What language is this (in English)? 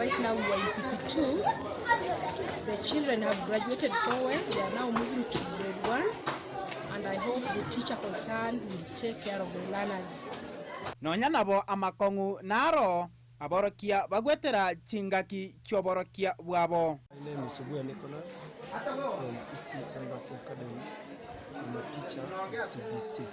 Gusii